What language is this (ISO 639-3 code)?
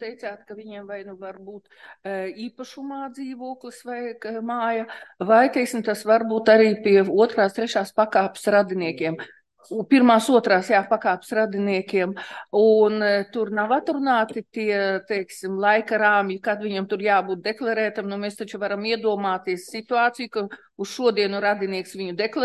lav